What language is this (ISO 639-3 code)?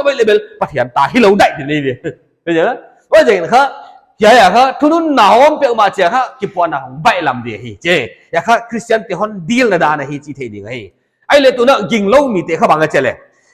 pck